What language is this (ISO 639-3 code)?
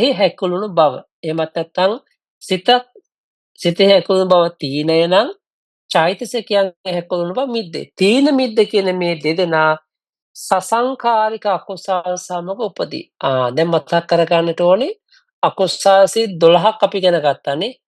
sin